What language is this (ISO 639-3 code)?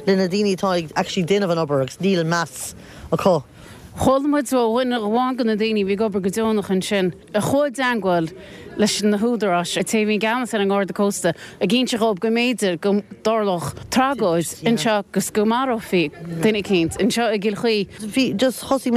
gle